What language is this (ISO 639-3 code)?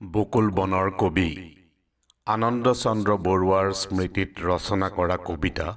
asm